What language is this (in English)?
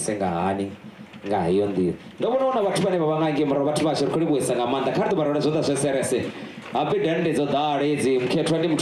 Venda